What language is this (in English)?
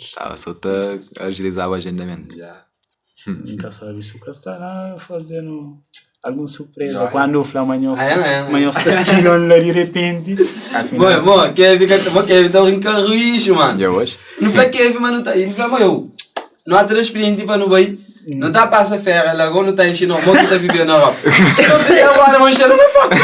Kabuverdianu